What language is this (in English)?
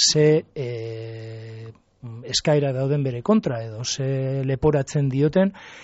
Basque